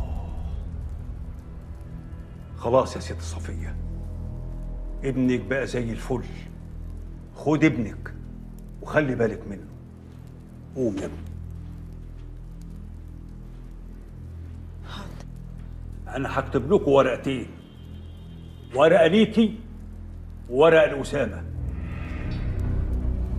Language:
Egyptian Arabic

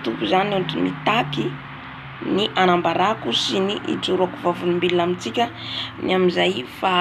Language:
Malagasy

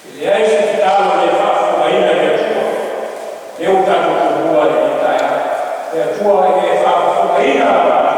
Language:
Samoan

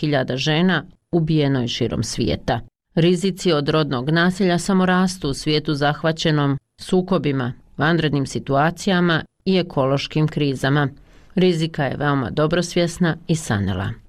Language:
Bosnian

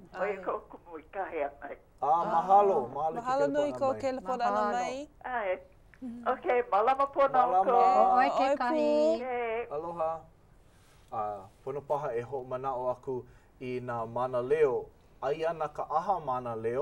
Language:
Hawaiian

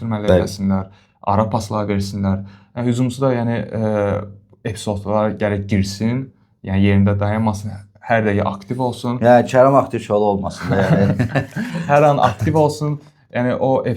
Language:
Azerbaijani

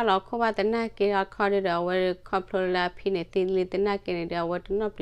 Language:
S'gaw Karen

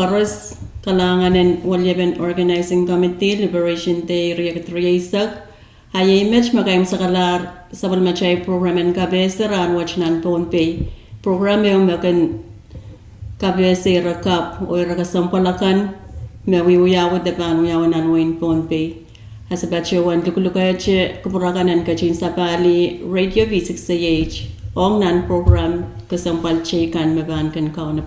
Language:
Pohnpeian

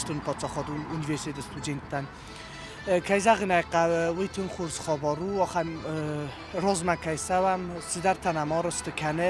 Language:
Ossetic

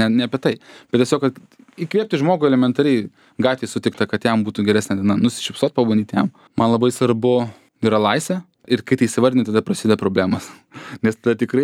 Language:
Lithuanian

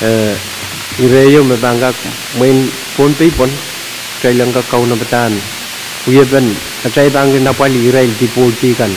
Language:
Pohnpeian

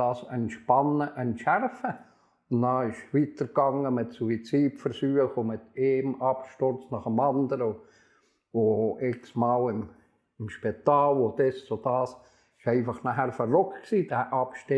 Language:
Swiss German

